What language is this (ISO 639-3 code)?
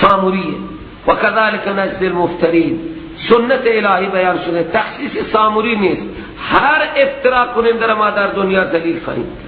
fas